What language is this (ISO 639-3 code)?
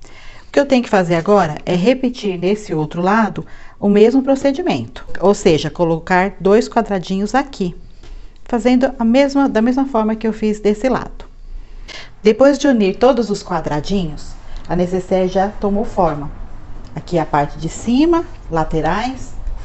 por